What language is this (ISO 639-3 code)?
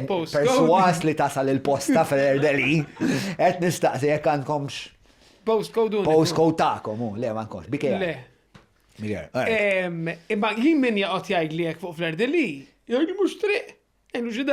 mlt